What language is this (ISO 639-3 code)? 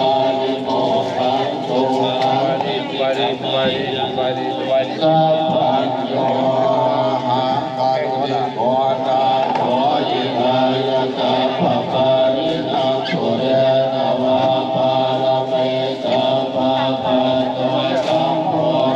pli